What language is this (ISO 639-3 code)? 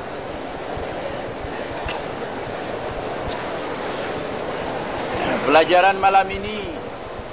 msa